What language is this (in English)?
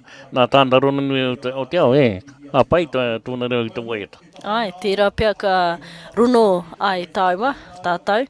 Māori